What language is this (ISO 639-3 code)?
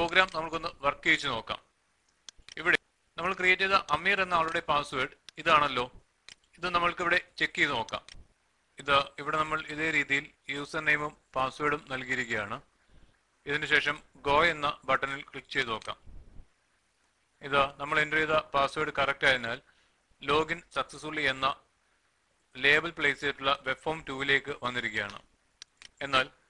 mal